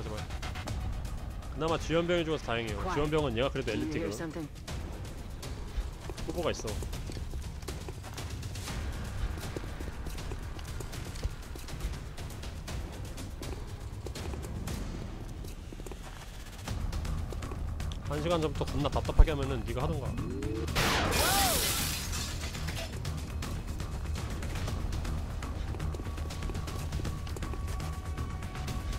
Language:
Korean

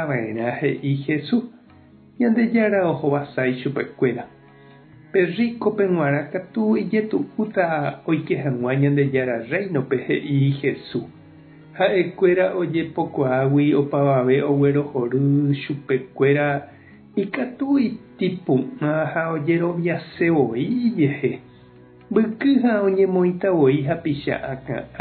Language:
Guarani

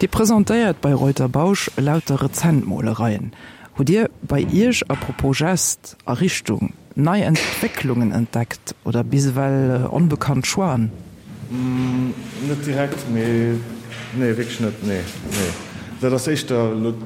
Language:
Luxembourgish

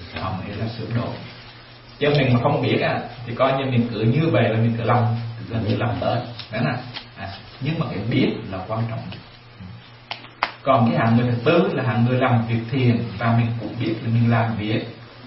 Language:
Vietnamese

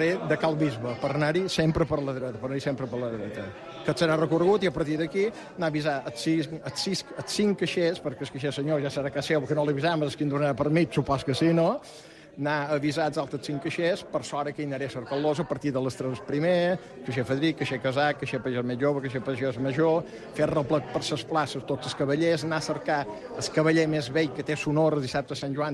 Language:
Catalan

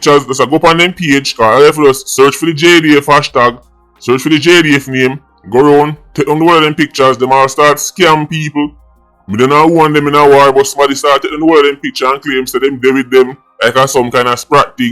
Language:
Jamaican Creole English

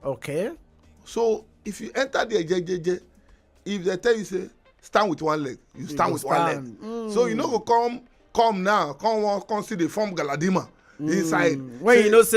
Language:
Nigerian Pidgin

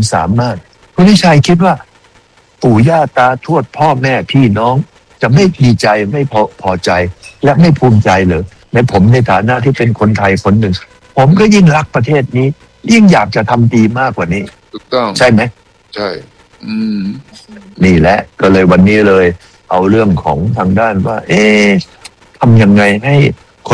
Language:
Thai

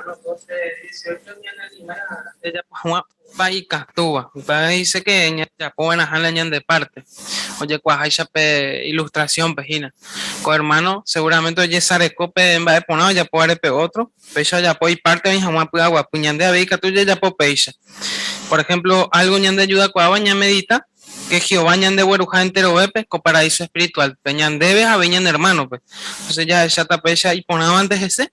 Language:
Guarani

